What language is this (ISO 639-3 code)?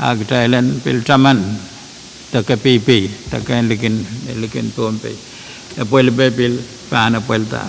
pon